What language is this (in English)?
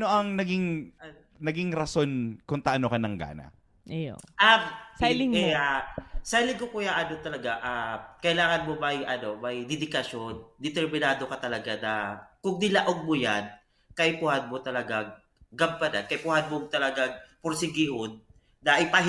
Bikol